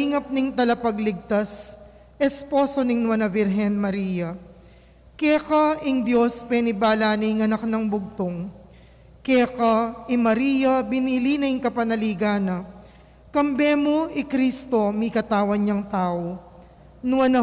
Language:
Pampanga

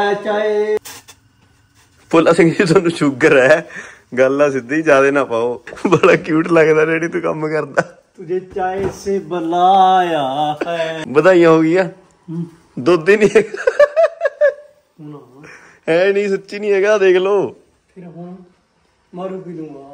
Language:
Punjabi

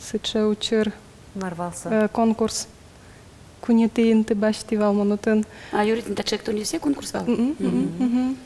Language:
Udmurt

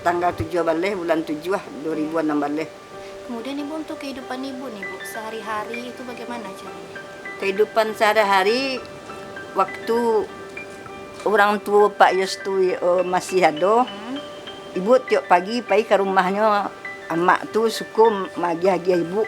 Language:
Minangkabau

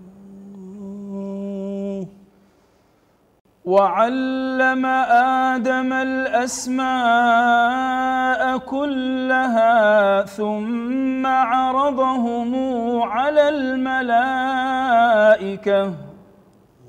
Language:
Arabic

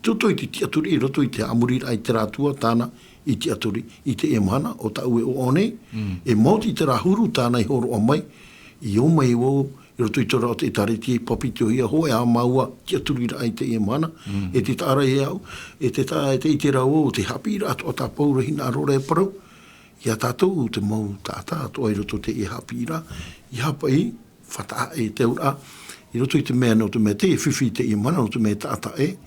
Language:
Tahitian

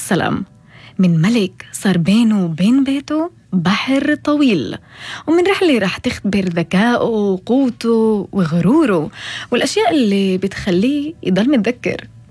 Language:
North Levantine Arabic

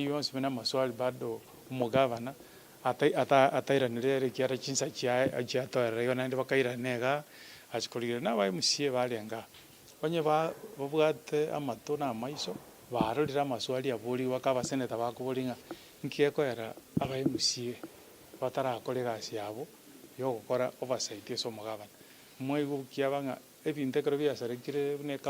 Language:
Gusii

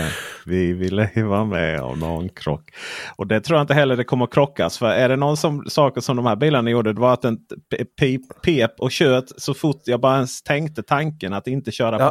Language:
Swedish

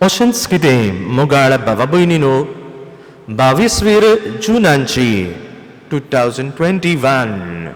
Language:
Konkani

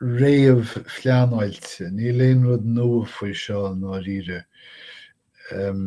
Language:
Irish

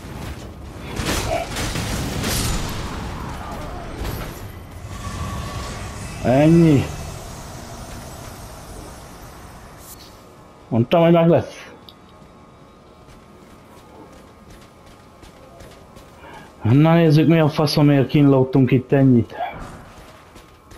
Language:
Hungarian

